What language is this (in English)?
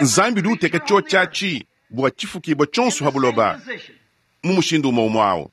Luba-Lulua